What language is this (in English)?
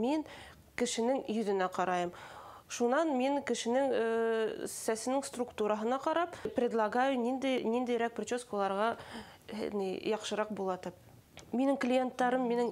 Bashkir